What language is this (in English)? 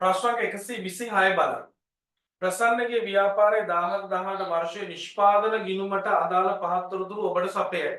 Sinhala